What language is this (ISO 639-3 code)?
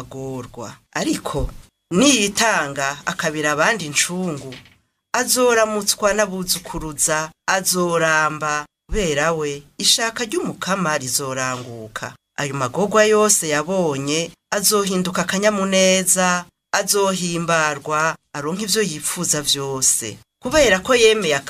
run